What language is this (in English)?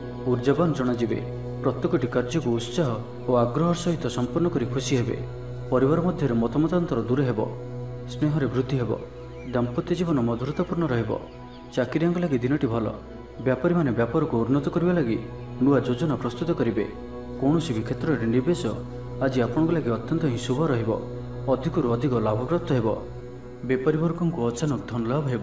Odia